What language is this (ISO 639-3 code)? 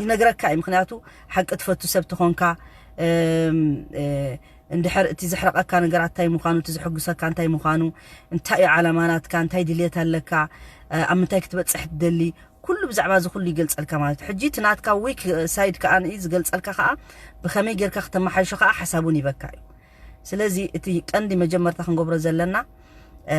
tir